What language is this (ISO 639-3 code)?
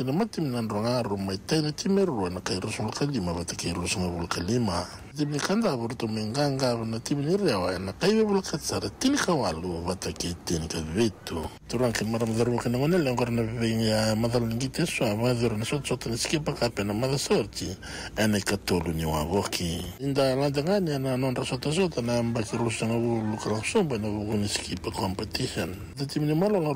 fij